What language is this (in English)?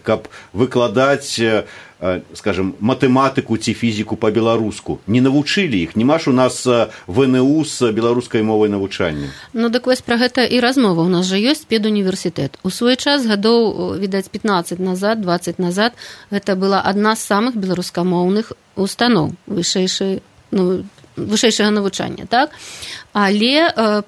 Belarusian